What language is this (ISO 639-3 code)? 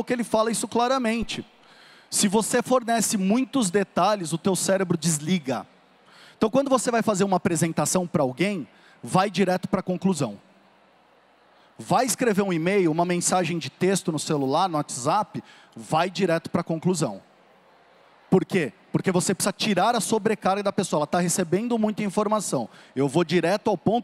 por